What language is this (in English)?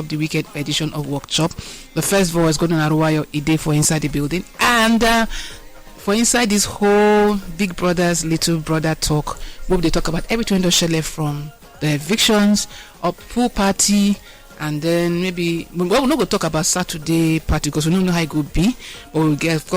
Nigerian Pidgin